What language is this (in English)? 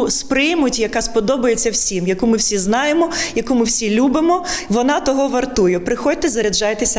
Ukrainian